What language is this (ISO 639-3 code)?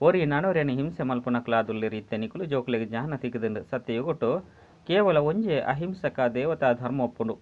tcy